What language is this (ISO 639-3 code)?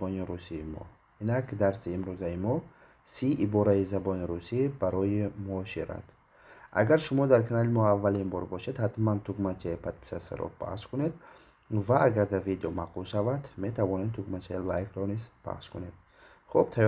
tgk